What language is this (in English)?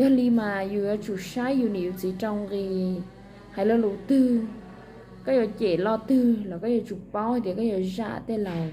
Hmong